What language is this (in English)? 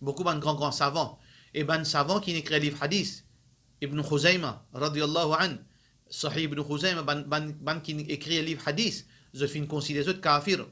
Morisyen